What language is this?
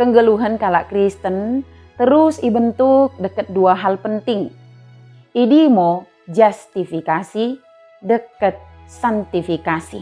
Batak Dairi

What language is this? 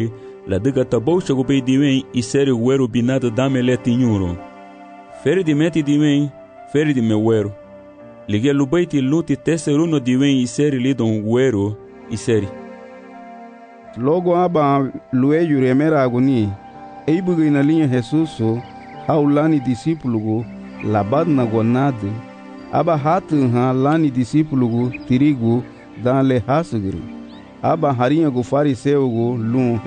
Garifuna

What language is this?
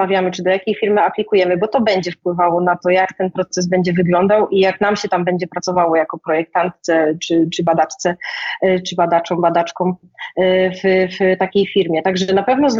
Polish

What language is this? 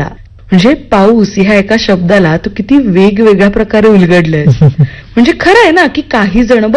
Marathi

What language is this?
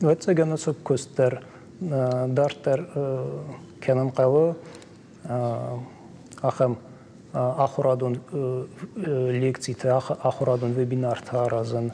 Ossetic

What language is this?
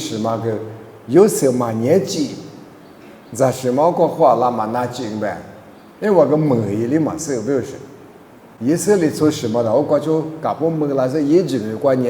Lisu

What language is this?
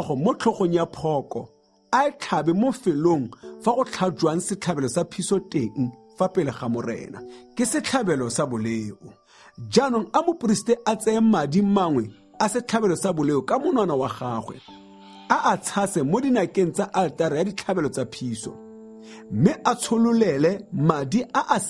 Tswana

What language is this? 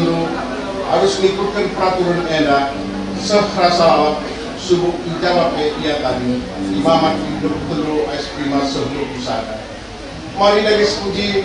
Batak Karo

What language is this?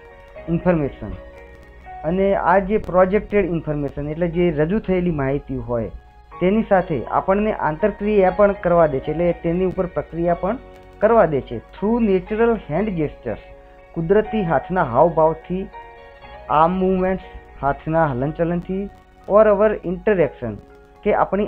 Gujarati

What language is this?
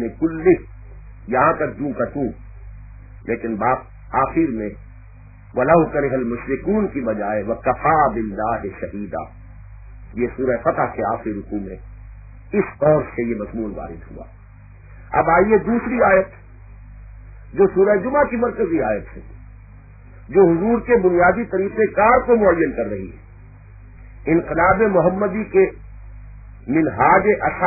Urdu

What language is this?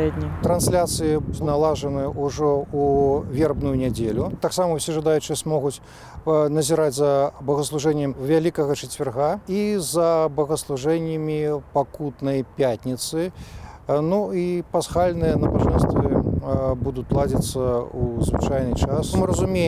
Belarusian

